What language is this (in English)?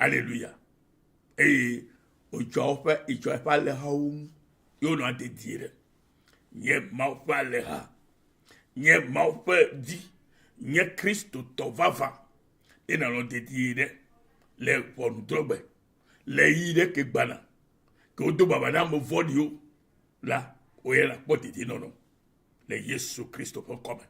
Ewe